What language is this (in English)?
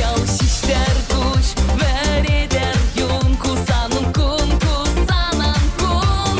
Chuvash